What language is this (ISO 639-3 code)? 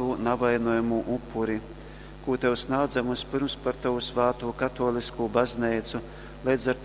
ltg